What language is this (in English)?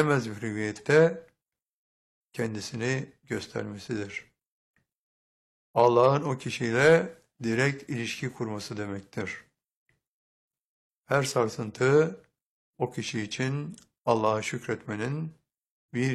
Turkish